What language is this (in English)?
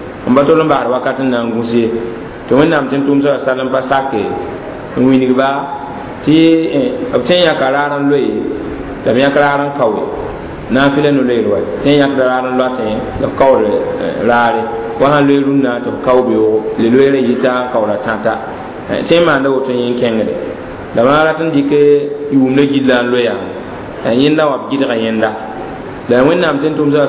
Mossi